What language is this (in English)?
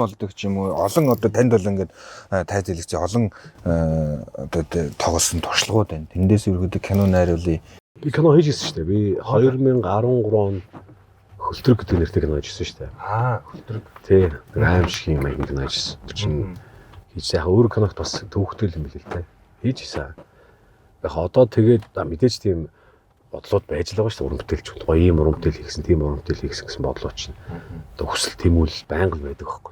Mongolian